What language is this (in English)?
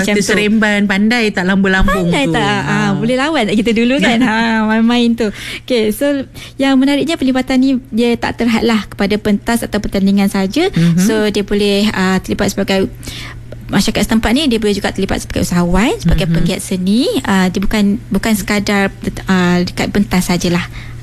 Malay